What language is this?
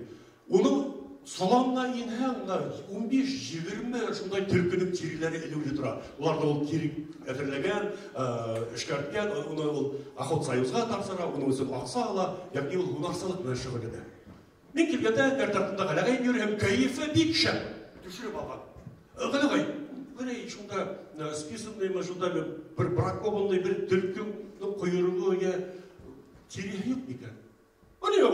Bashkir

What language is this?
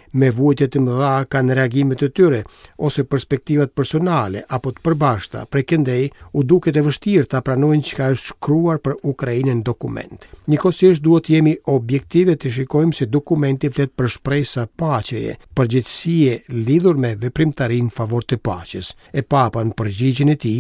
Albanian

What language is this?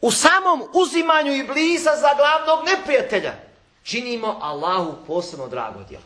Bosnian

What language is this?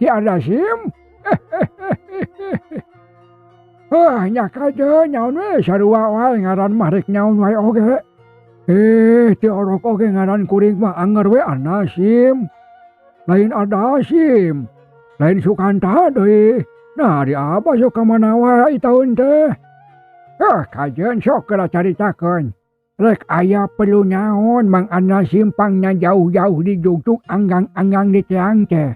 Sundanese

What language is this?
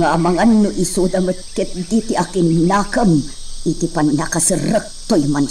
Iloko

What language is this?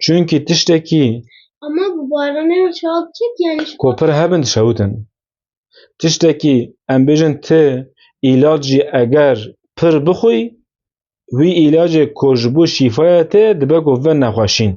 Kurdish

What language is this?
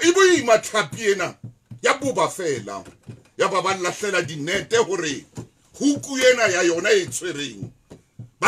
Southern Sotho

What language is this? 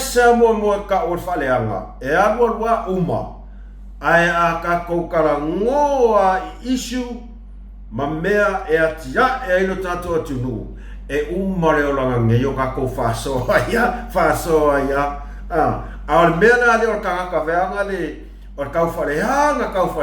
Samoan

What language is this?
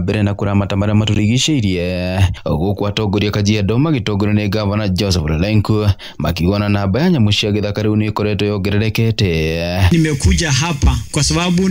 Kikuyu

